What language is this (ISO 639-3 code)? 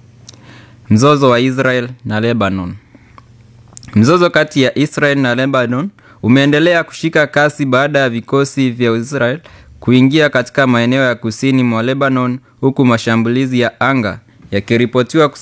swa